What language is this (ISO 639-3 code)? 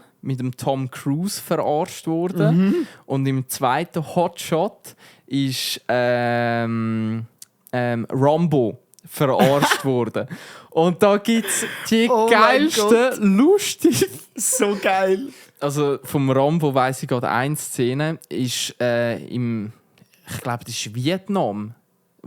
gsw